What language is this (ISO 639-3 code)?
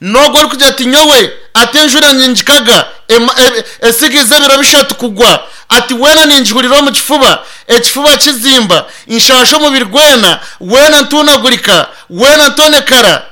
nyn